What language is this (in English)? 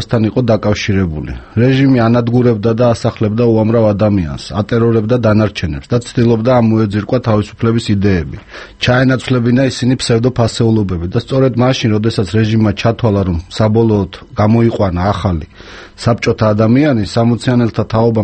Georgian